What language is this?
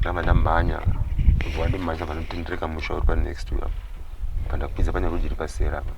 Shona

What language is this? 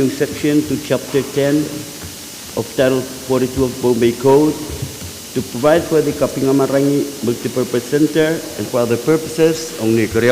Pohnpeian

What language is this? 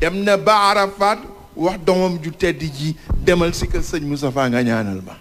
Wolof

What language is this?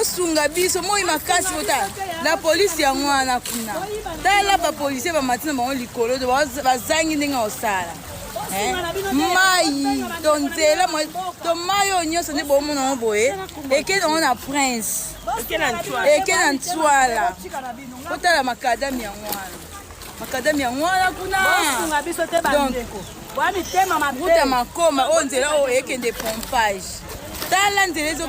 Lingala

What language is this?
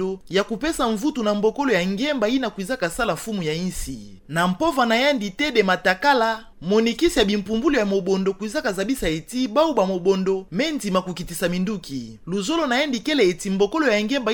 Kituba (Democratic Republic of Congo)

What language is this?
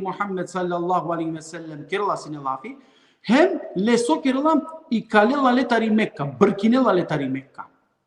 Balkan Romani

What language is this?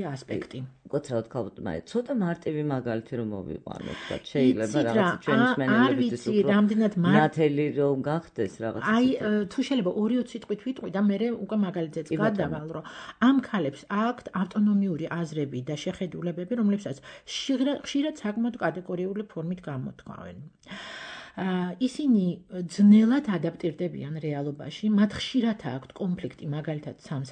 Georgian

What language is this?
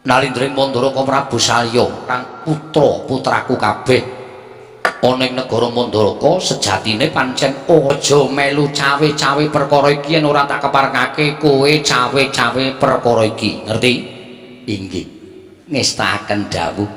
Javanese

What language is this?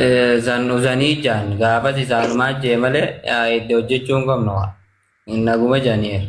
Oromo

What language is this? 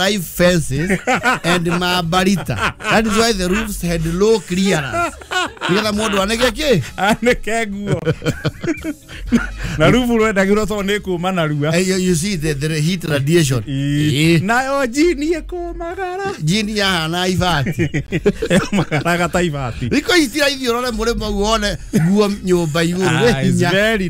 Kikuyu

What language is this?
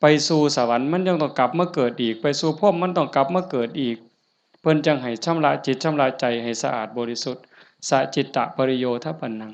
Northeastern Thai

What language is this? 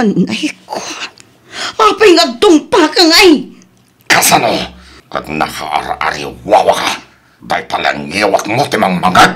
Iloko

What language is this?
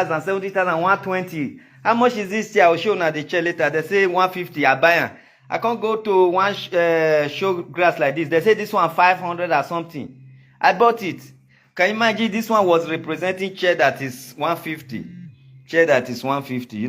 Nigerian Pidgin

